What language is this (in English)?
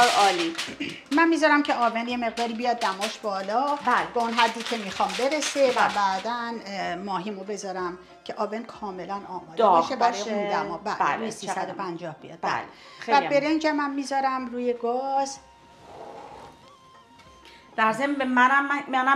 Persian